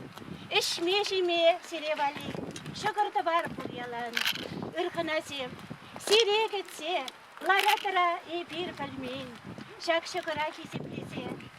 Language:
Chuvash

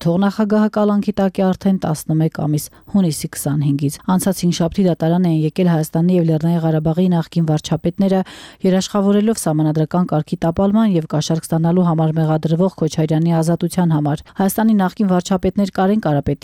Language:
Armenian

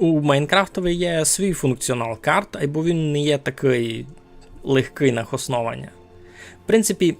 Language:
Rusyn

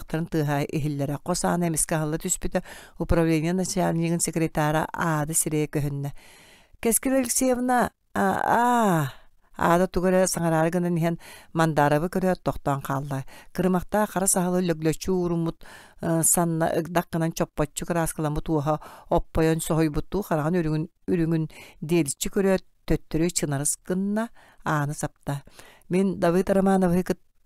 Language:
Yakut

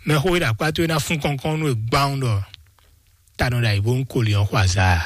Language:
Fon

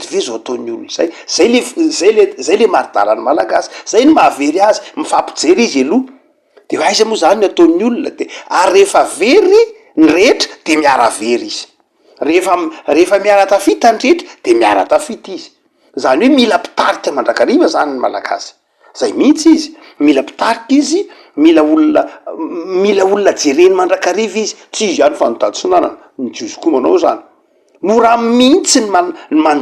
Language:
Malagasy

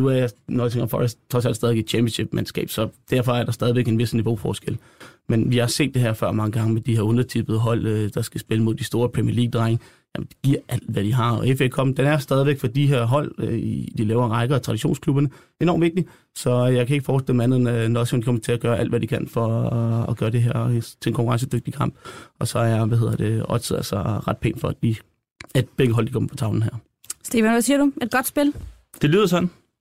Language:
Danish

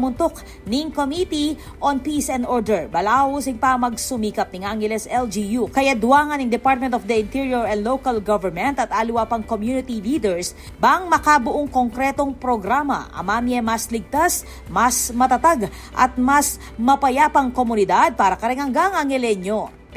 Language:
Pampanga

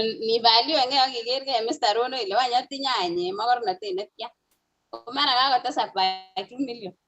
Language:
Kalenjin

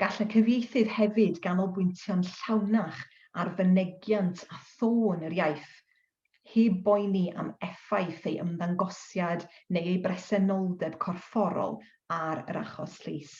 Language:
Welsh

